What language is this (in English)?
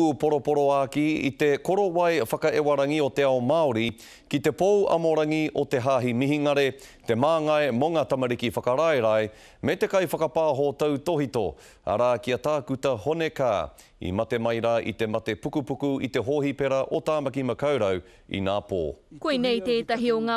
Māori